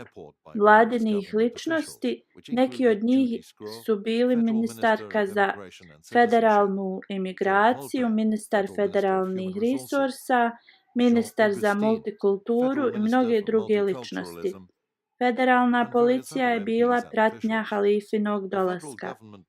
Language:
Bosnian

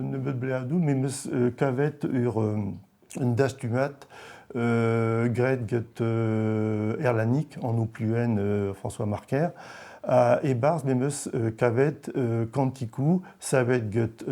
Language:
Breton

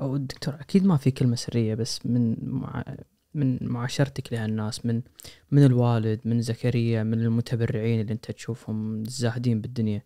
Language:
Najdi Arabic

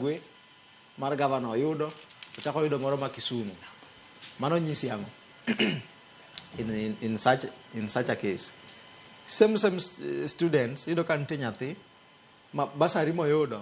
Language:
Luo (Kenya and Tanzania)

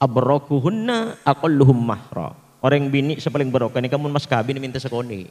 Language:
Madurese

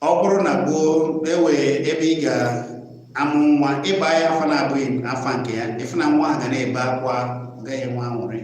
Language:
Igbo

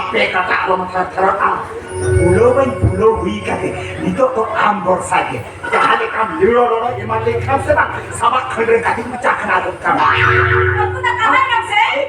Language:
Santali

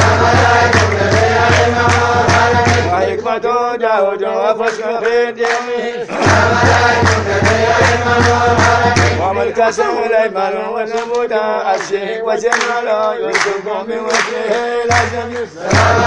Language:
Arabic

